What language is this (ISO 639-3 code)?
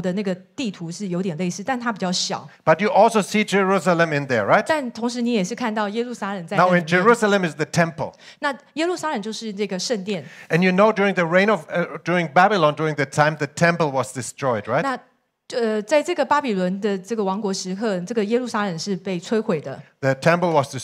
zho